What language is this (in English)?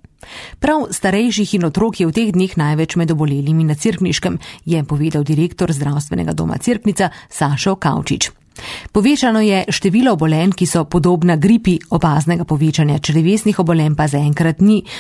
Slovenian